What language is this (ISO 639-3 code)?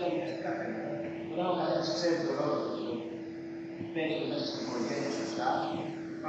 ell